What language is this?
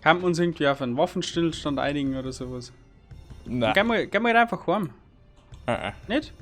Bavarian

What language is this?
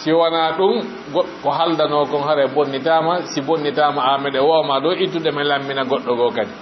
Fula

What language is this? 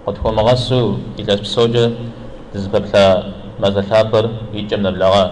Kabardian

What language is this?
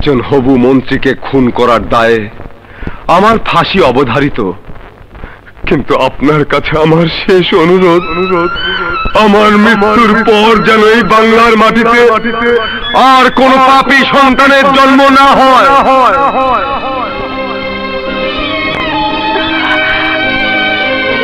Bangla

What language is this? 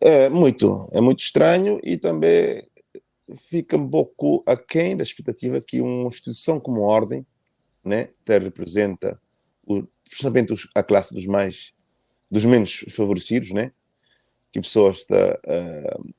Kabuverdianu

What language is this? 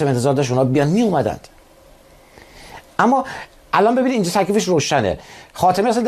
Persian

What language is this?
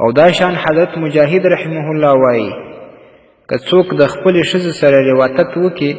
Pashto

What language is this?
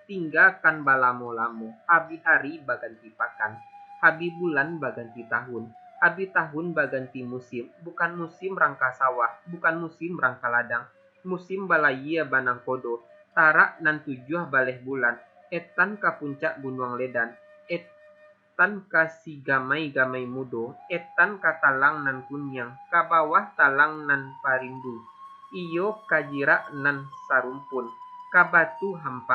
Minangkabau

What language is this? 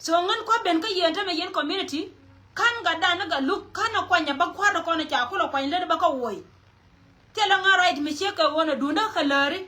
Nuer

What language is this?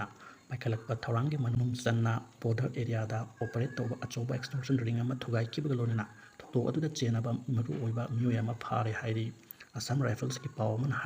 Manipuri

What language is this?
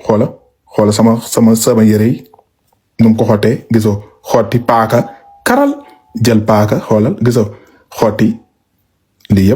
Wolof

